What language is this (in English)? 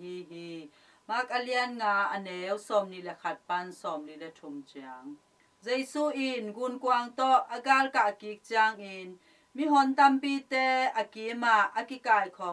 Tedim Chin